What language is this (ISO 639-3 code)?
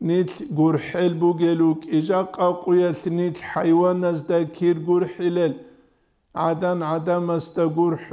ava